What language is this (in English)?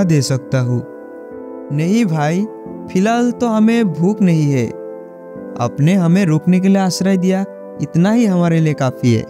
Hindi